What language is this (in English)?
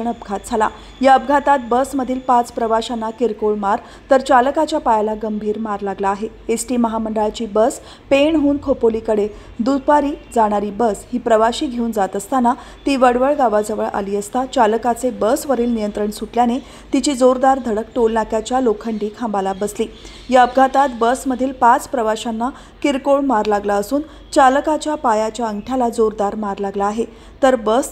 Marathi